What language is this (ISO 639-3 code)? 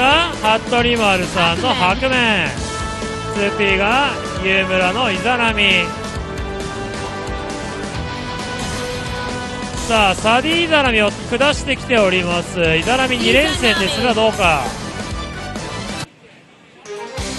jpn